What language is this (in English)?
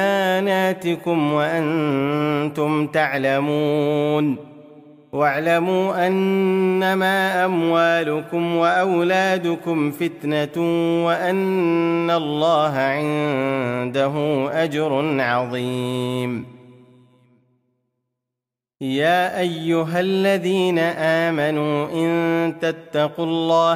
Arabic